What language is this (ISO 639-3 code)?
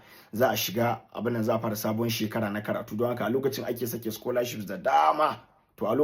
hau